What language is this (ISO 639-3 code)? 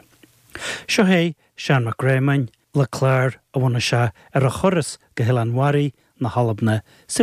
gle